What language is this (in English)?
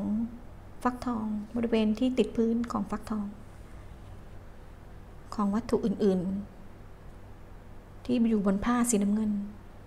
Thai